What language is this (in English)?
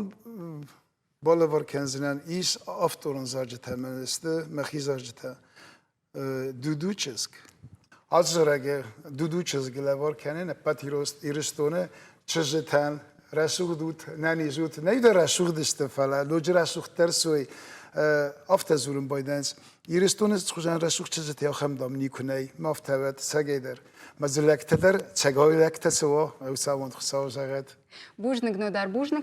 Ossetic